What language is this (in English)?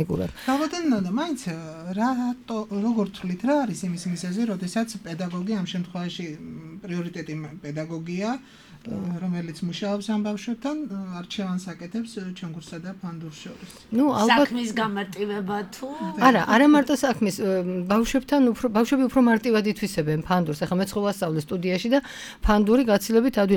Georgian